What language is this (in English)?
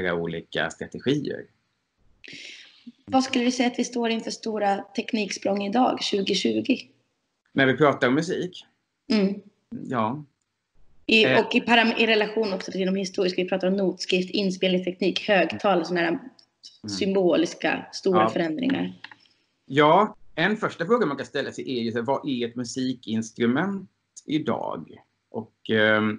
Swedish